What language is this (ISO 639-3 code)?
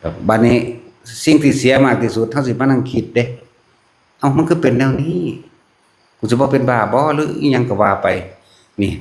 lao